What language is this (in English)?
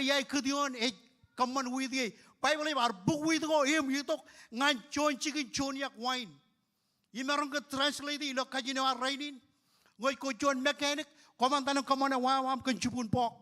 Marshallese